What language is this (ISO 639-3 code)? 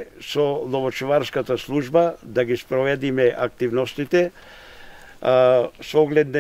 mkd